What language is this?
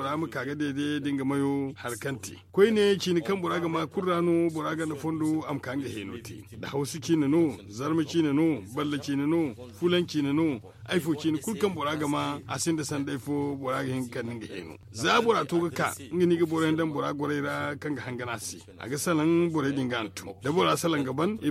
Zarma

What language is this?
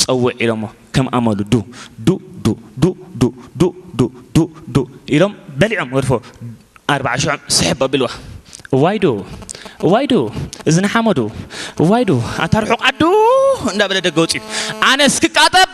Tigrinya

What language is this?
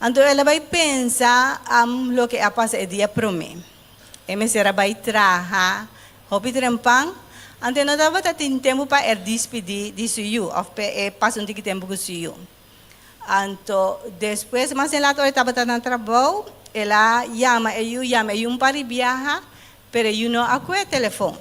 Papiamento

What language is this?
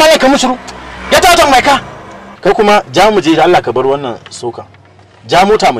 Hausa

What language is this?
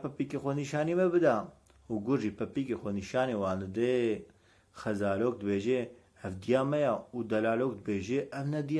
Kurdish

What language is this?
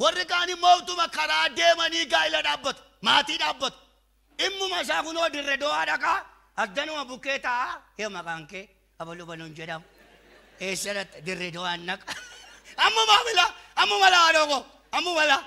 Oromo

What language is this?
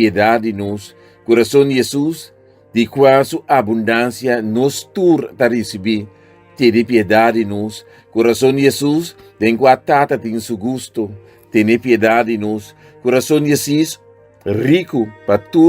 Papiamento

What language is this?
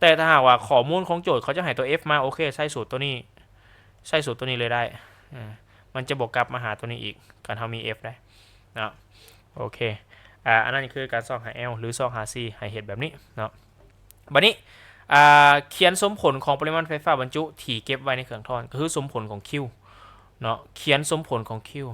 Lao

